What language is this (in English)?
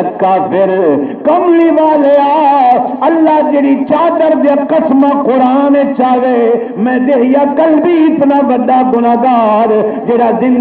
Saraiki